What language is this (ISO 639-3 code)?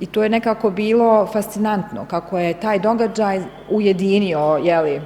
bos